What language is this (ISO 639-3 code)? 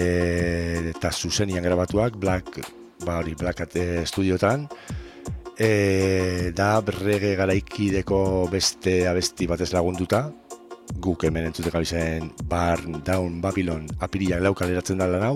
eus